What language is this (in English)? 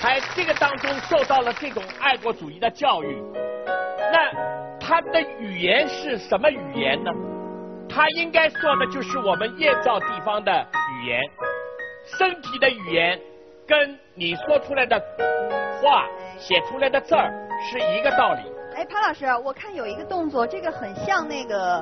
Chinese